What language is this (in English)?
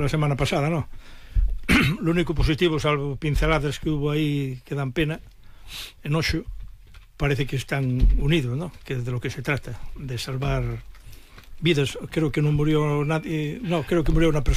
Galician